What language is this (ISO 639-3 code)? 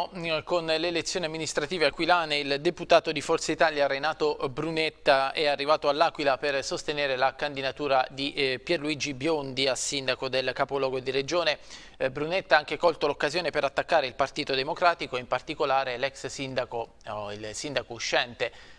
ita